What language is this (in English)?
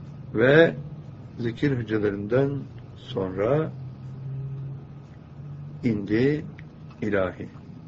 Turkish